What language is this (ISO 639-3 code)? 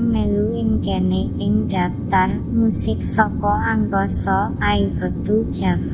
jav